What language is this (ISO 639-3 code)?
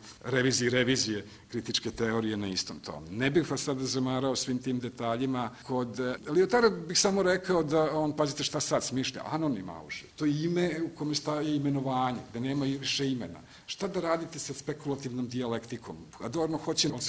srp